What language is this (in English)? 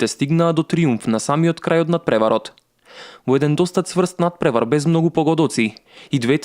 Macedonian